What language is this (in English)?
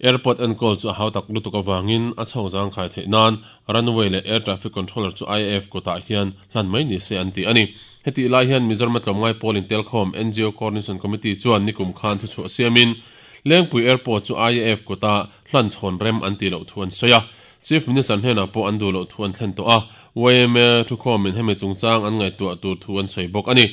Mizo